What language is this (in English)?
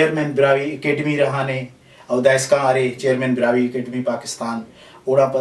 Brahui